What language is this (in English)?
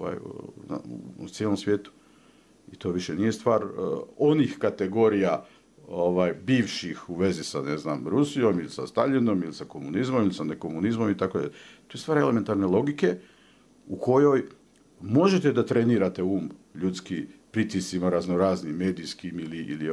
Bosnian